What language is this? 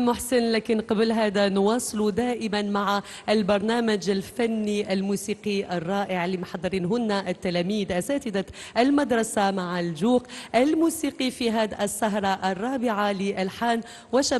Algerian Arabic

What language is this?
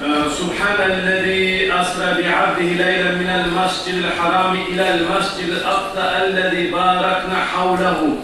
Kumyk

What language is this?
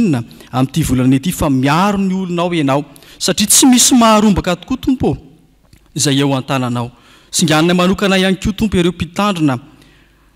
Malagasy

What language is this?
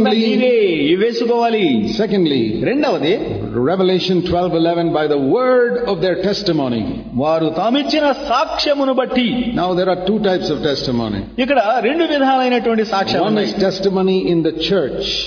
Telugu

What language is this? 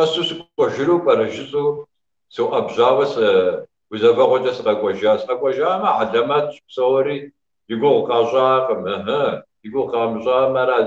Kabardian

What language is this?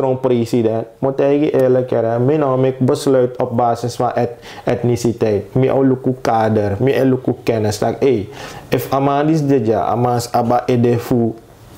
Sranan Tongo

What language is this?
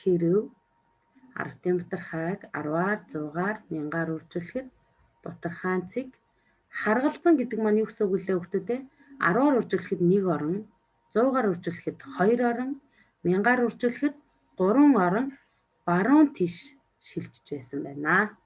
Mongolian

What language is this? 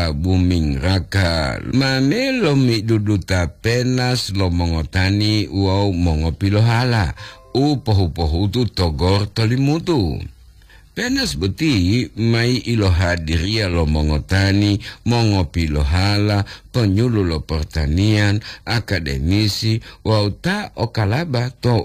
Gorontalo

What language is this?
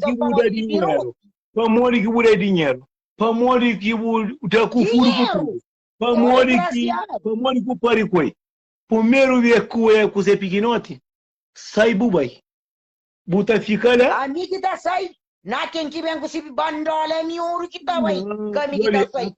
Kabuverdianu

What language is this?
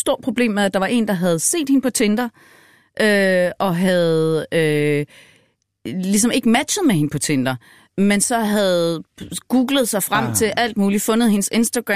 Danish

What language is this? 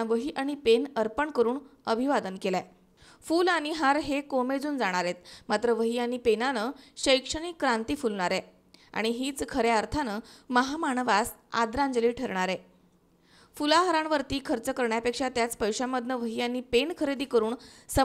Marathi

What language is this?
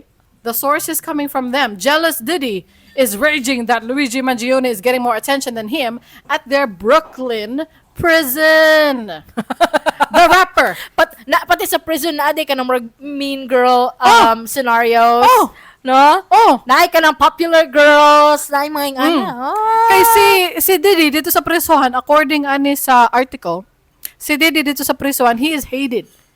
Cebuano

